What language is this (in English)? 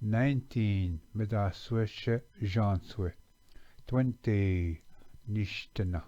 Chippewa